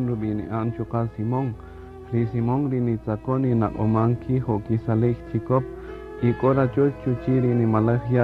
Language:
Kaqchikel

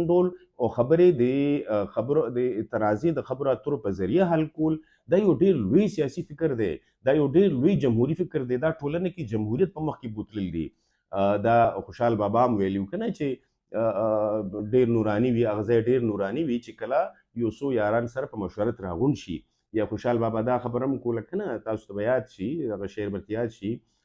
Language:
Pashto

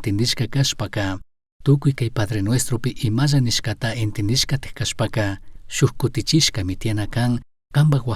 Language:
Chimborazo Highland Quichua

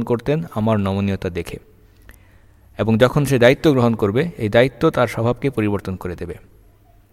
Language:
Bangla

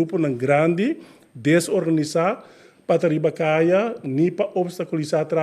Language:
Papiamento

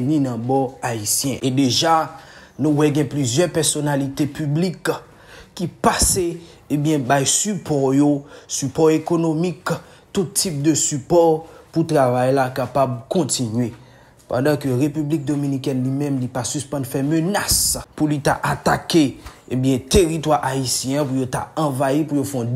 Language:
Haitian Creole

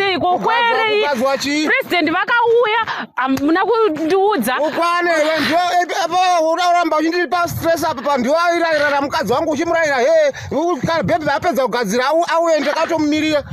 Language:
Shona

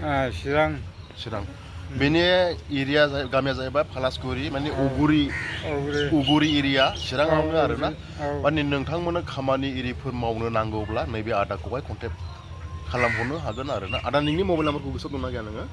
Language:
Bodo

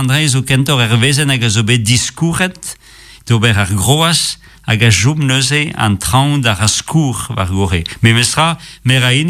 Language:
Breton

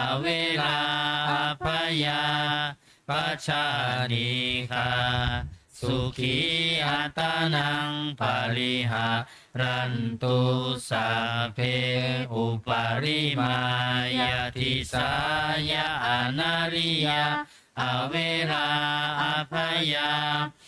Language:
Pali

